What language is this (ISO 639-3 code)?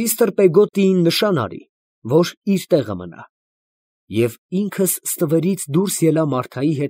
hye